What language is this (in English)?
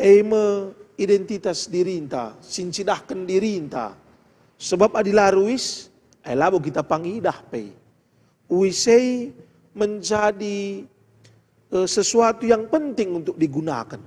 Batak Karo